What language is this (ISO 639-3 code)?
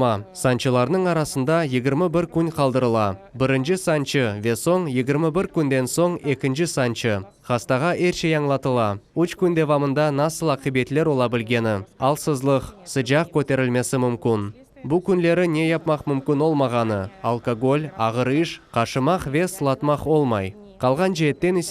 crh